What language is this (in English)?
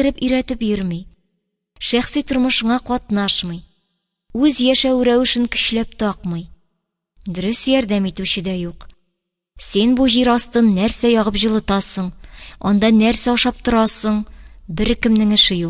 Tatar